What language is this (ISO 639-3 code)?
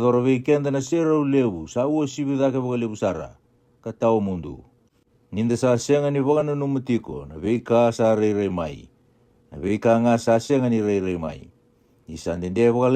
fij